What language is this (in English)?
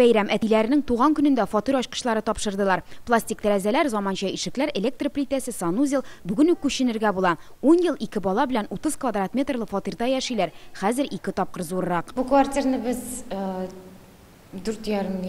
Tatar